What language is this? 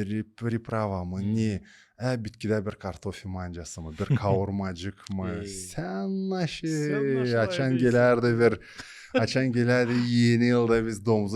Gagauz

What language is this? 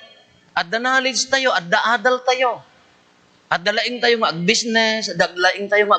Iloko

